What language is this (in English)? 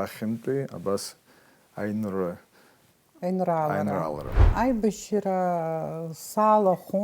Abkhazian